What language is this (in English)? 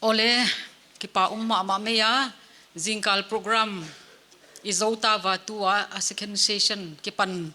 Paite Chin